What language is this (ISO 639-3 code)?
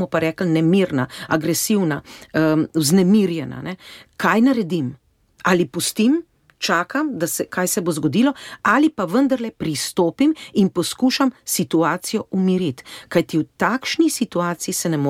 slv